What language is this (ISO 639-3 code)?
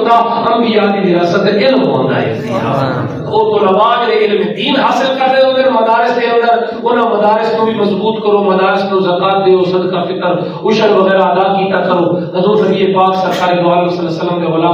skr